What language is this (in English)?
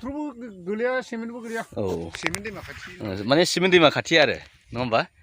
Bodo